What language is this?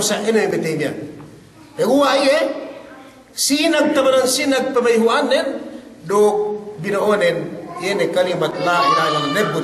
Yakan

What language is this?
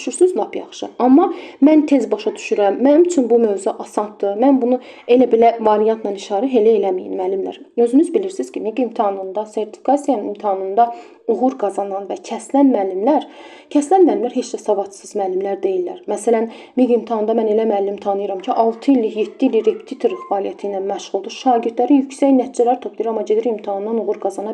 Azerbaijani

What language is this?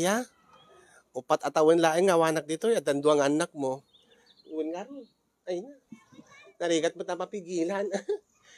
Iloko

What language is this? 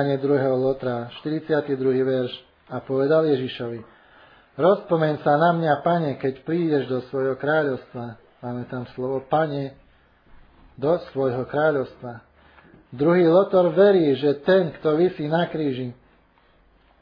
Slovak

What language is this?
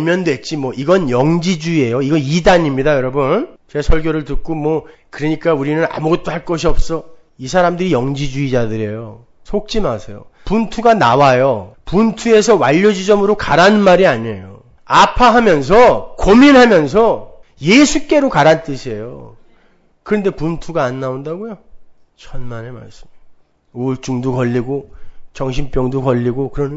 Korean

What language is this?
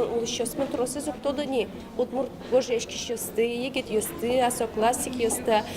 Udmurt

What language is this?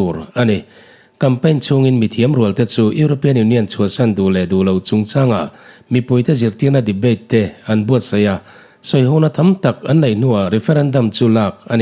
Mizo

